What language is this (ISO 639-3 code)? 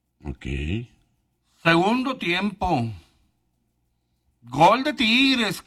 spa